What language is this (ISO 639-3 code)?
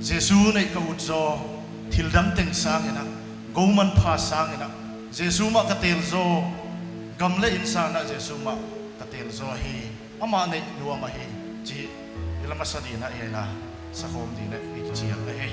pck